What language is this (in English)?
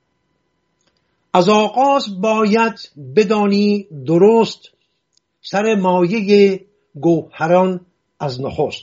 Persian